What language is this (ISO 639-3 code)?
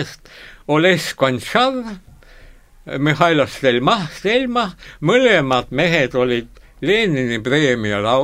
est